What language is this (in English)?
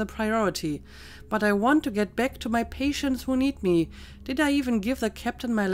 English